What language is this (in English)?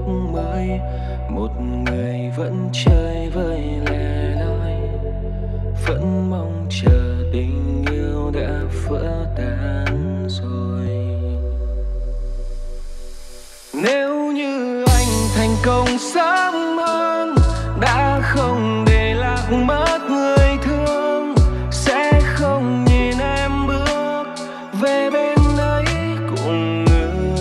Vietnamese